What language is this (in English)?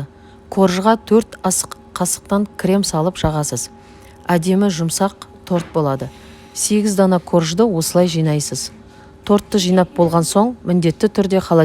Kazakh